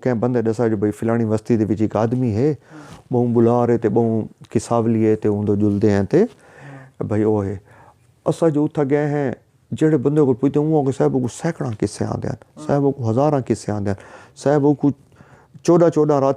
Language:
Saraiki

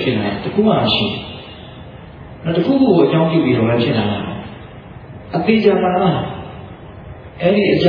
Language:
Burmese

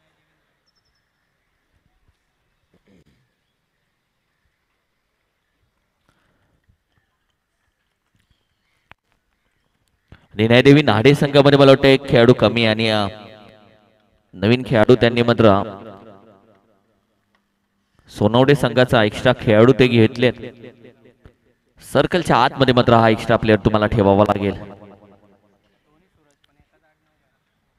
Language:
Marathi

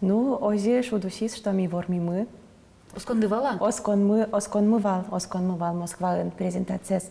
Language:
Udmurt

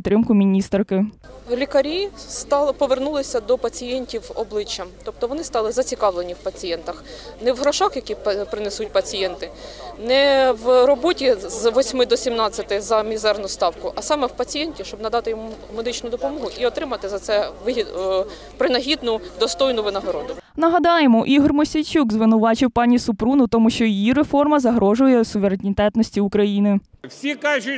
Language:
Ukrainian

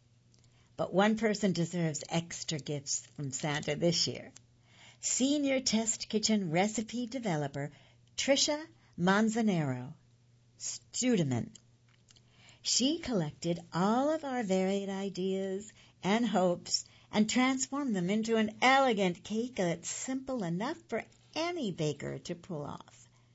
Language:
English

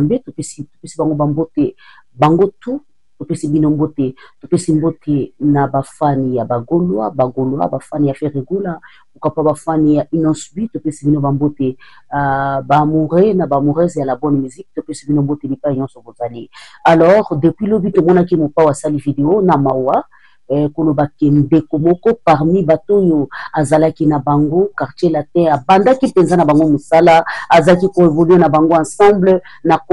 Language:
Lingala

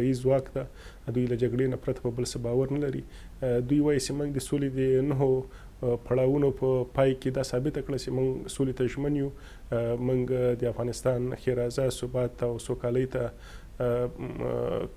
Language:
Pashto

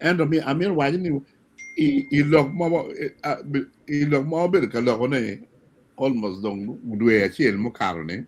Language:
Acoli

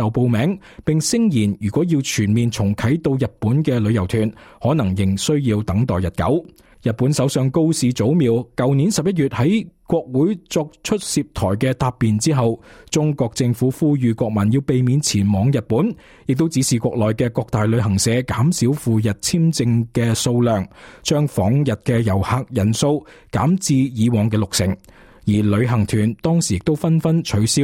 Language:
Cantonese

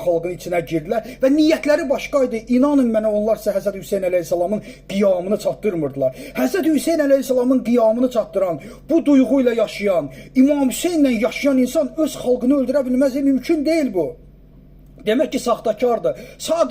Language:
Azerbaijani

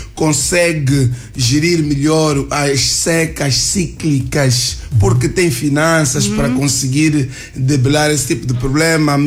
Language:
Portuguese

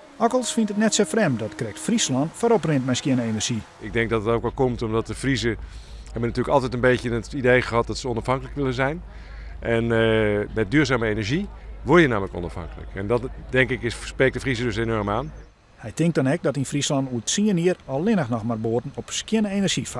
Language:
Western Frisian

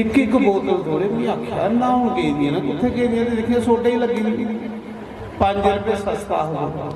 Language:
Dogri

